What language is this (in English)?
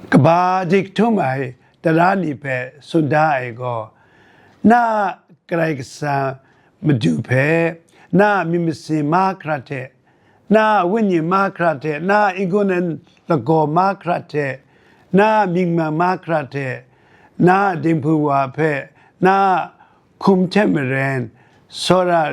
Kachin